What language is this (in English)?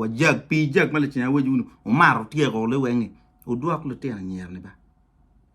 Acoli